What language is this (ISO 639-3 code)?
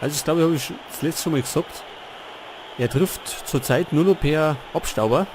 bar